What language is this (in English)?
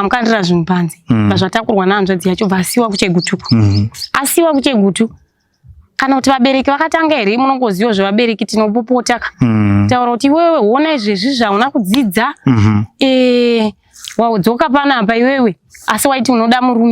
Shona